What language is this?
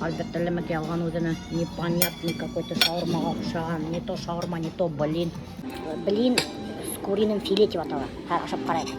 Bashkir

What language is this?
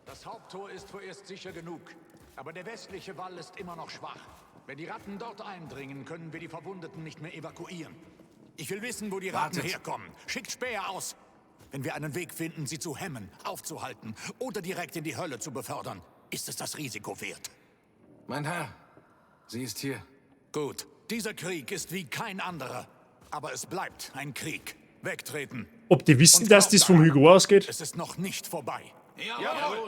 Bavarian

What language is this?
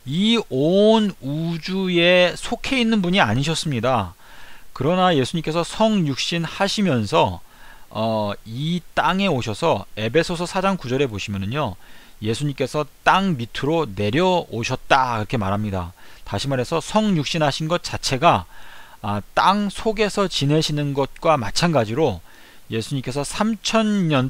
Korean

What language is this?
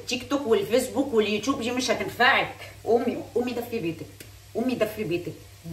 Egyptian Arabic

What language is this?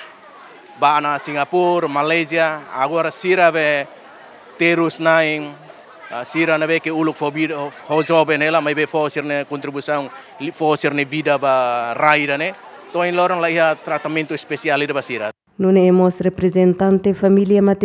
Tetum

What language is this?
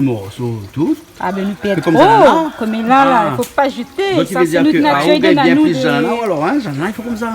Réunion Creole French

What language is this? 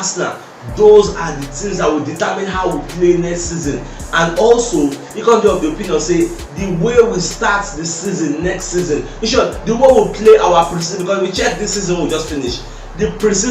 Nigerian Pidgin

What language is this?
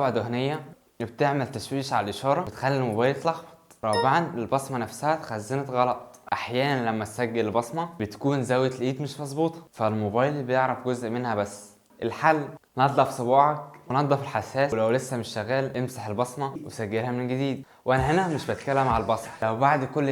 Egyptian Arabic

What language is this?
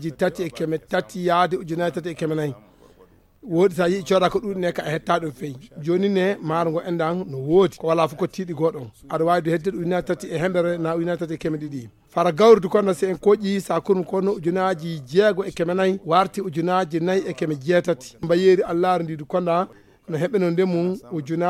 Fula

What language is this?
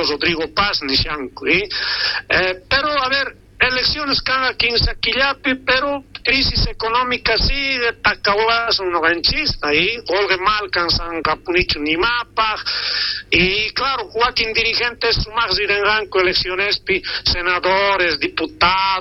South Bolivian Quechua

